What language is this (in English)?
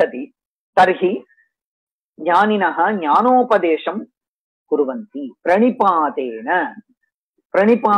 Sanskrit